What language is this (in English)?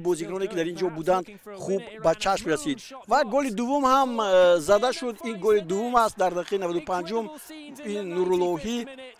Tajik